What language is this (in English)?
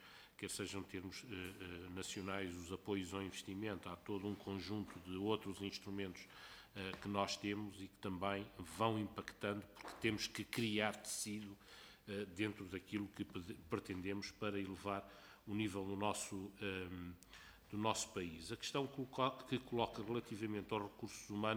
Portuguese